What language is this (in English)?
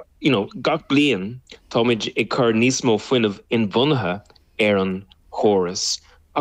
Irish